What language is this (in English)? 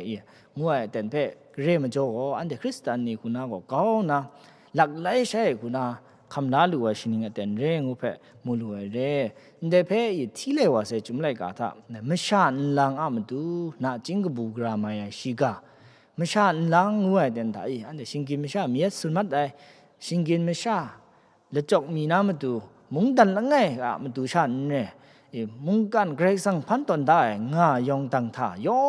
Kachin